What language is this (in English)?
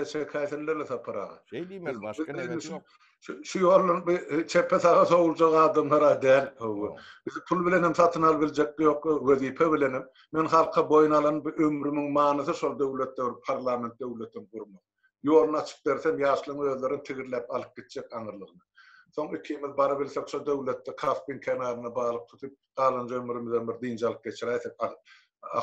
Turkmen